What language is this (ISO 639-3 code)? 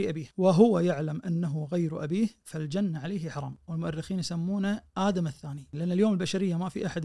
ars